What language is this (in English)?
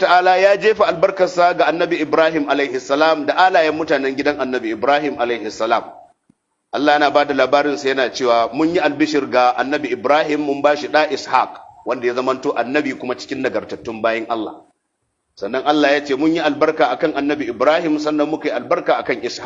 Hausa